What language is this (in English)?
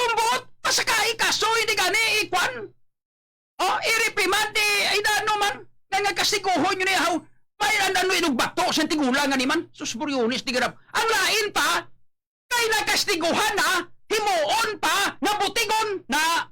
Hiligaynon